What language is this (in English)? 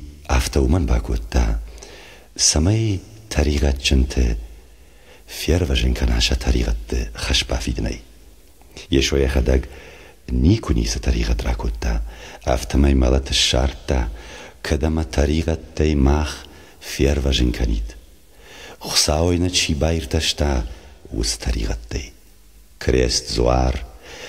Ossetic